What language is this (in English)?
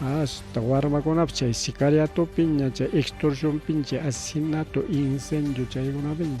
Ayacucho Quechua